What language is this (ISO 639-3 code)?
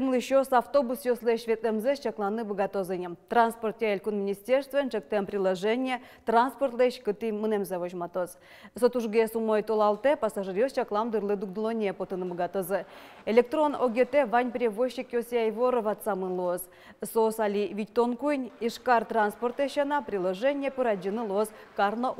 udm